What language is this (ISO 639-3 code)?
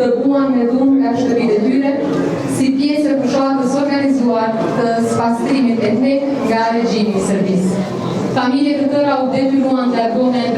sqi